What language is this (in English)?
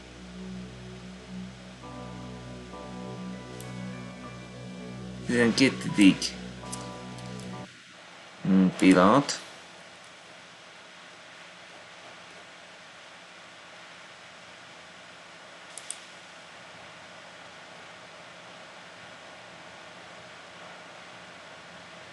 Hungarian